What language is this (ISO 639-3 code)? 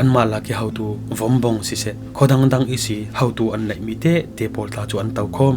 cfm